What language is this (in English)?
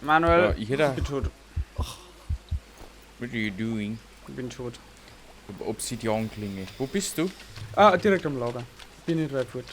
Bavarian